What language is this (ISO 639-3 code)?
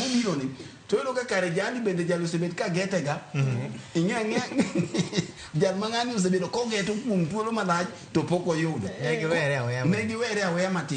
luo